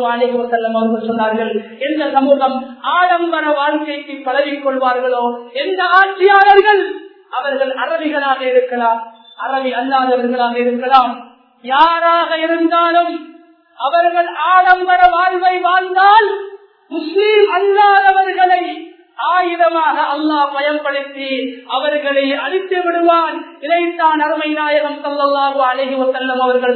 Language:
Tamil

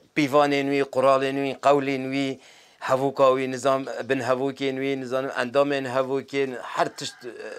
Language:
Kurdish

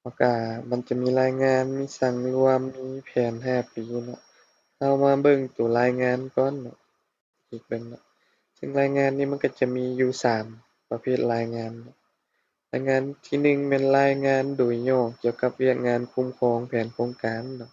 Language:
Lao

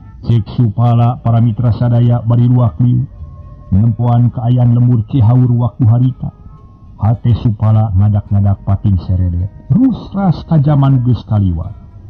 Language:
Sundanese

